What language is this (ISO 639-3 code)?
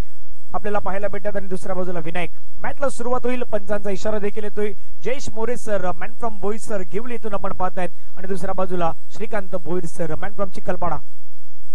mar